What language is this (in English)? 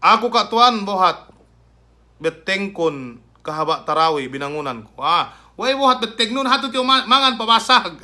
Yakan